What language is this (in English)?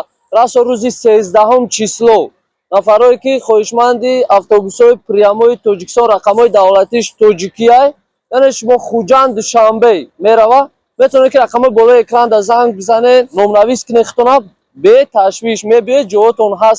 Tajik